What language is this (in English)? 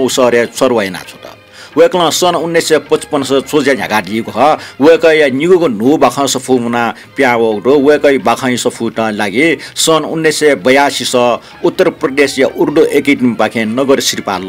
Newari